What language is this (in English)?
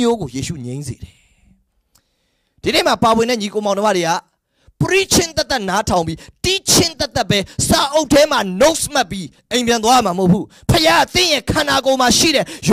Burmese